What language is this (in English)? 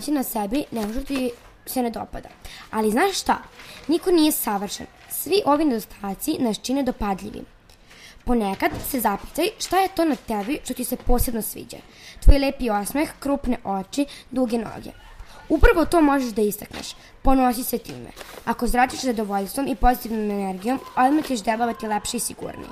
Serbian